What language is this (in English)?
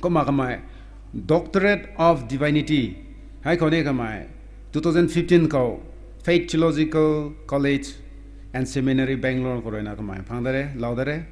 Rongmei Naga